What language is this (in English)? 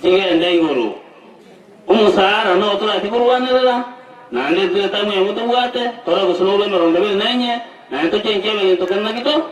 Gusii